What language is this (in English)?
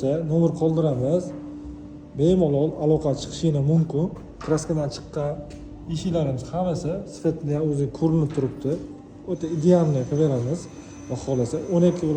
Uzbek